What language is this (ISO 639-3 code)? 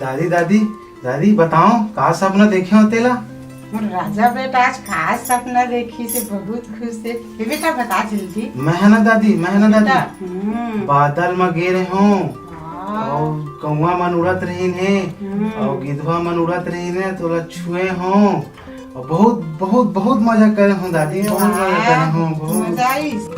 hne